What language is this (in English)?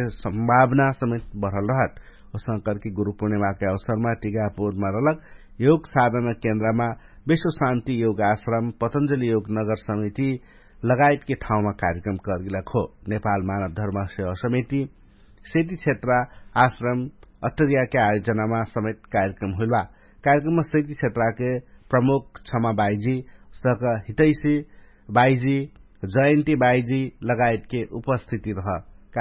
Dangaura Tharu